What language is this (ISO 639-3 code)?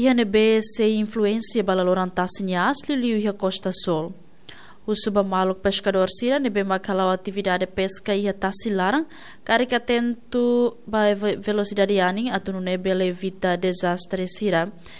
tet